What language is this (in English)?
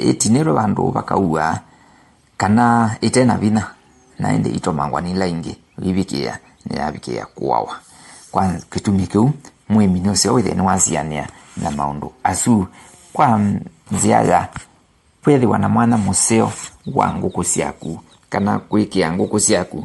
Kamba